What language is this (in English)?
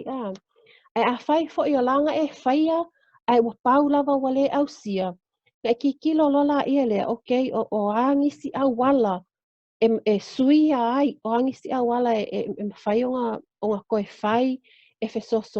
Samoan